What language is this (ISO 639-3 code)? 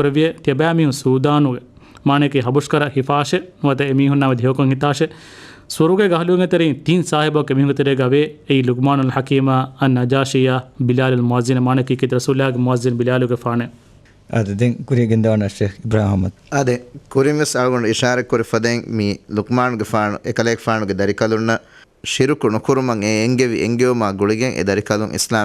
div